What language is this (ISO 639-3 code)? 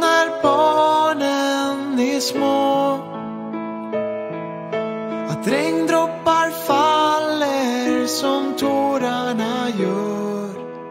swe